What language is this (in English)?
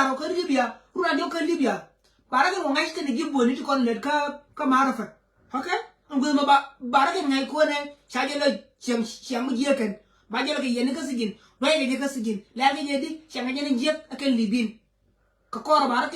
Nuer